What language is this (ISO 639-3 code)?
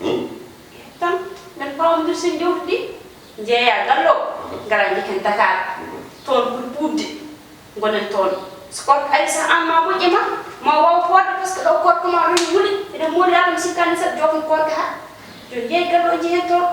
ful